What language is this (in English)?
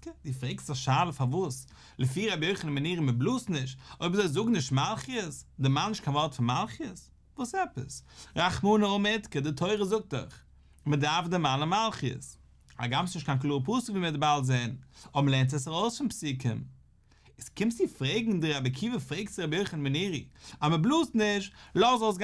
Yiddish